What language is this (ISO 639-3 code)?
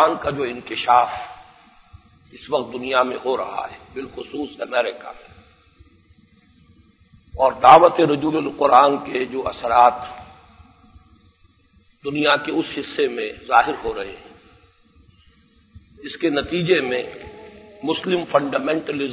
urd